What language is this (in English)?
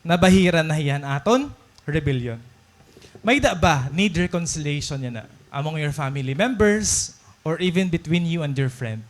Waray